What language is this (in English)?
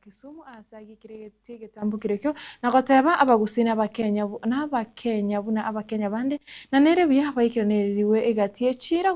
Gusii